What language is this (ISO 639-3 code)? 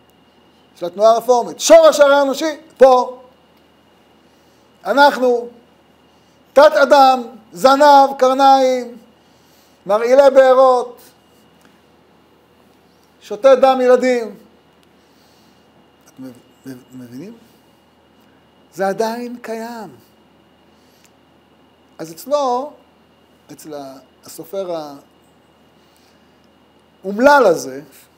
heb